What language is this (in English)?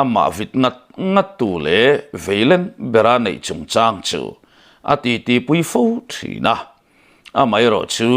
Mizo